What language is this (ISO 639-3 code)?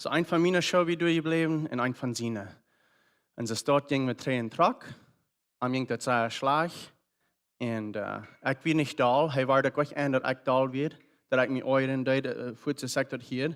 pdt